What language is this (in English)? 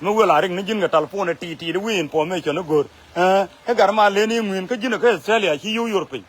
Nuer